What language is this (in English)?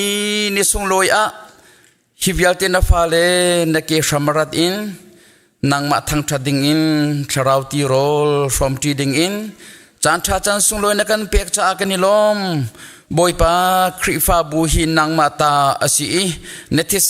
Hakha Chin